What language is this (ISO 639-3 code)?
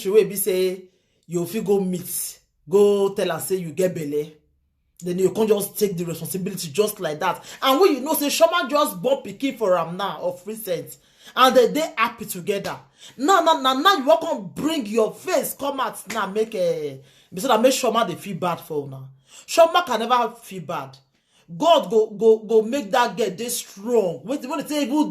pcm